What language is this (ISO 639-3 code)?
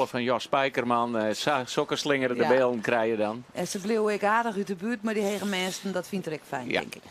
fry